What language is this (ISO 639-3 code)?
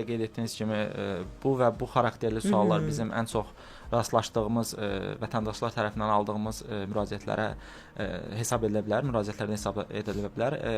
aze